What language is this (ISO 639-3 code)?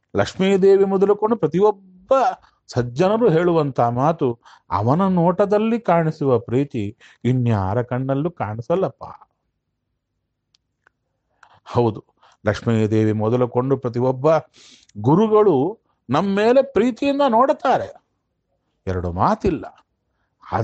kan